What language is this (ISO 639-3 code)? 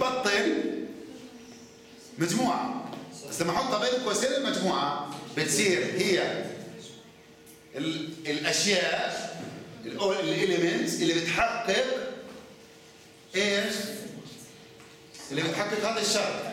ajp